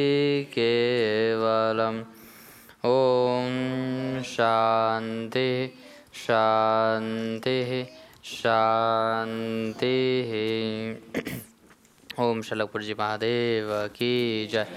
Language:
Gujarati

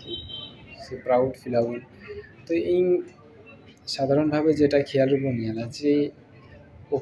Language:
Santali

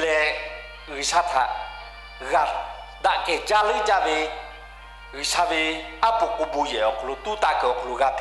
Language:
Lahu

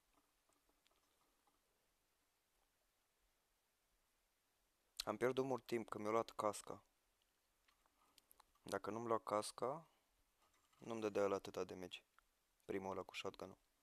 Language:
Romanian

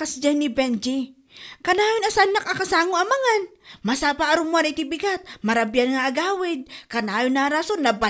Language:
Iloko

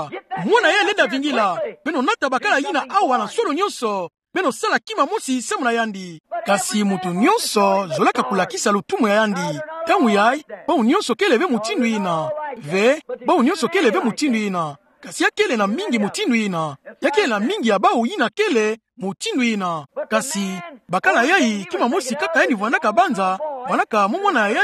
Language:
Kituba (Democratic Republic of Congo)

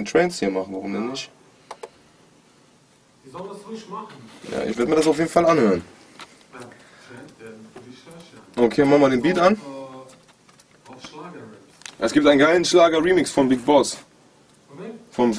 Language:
German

